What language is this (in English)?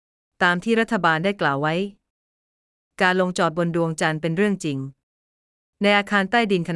Thai